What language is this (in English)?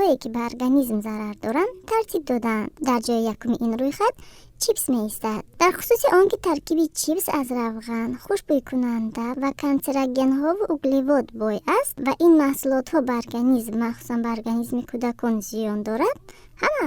Tajik